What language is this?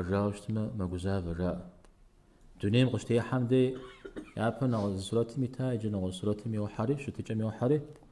Kabardian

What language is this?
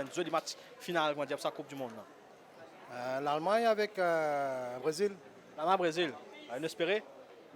Morisyen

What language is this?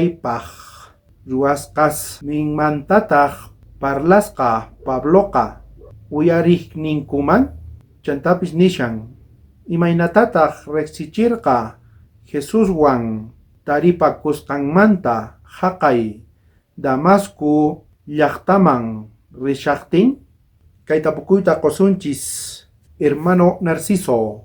South Bolivian Quechua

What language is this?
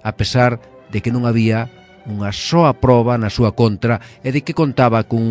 Galician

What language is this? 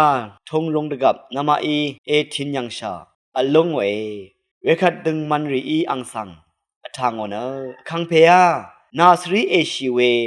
Rawang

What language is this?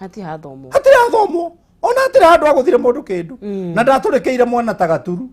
Kikuyu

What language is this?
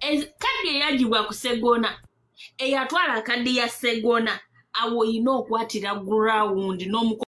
Ganda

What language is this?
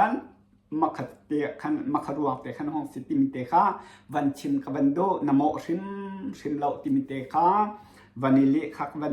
Hakha Chin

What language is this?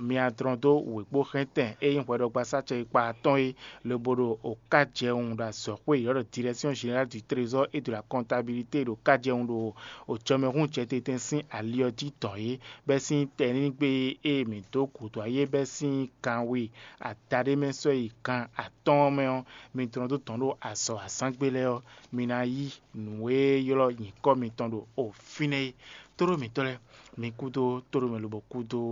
Fon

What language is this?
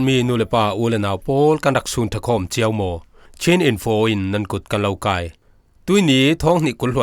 Falam Chin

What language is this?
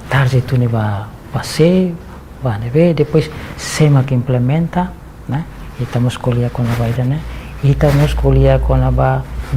Tetum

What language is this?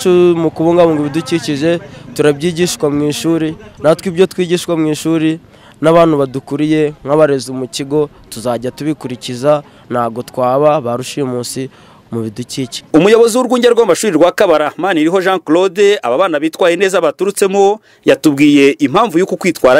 Kinyarwanda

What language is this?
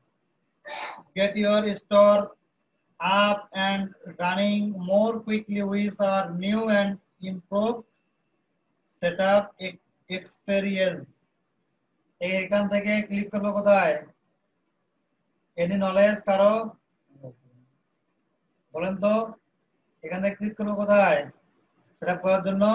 Bangla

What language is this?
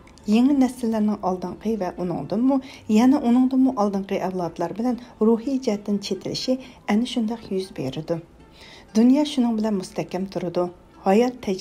Uyghur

